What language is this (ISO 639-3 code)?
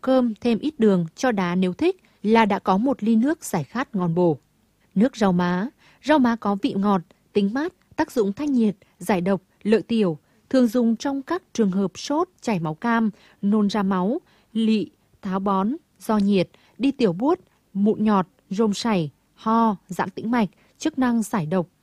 vie